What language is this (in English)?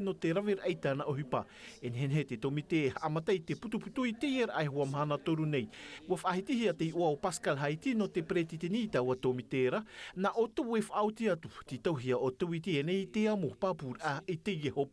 Tahitian